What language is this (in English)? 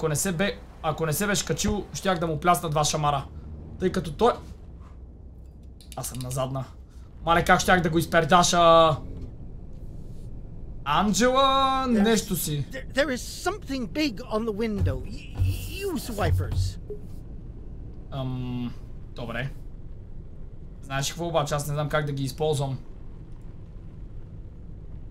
Bulgarian